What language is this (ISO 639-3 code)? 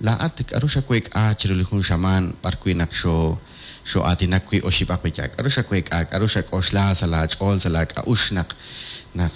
kek